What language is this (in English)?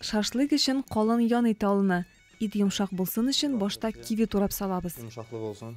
Tatar